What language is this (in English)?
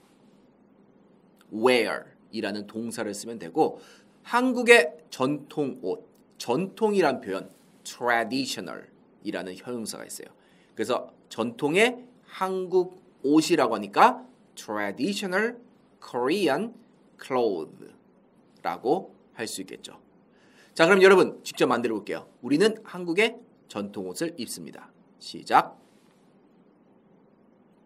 Korean